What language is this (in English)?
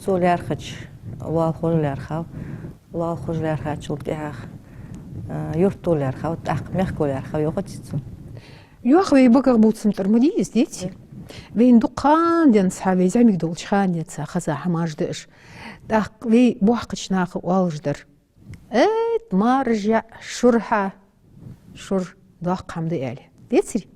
Ingush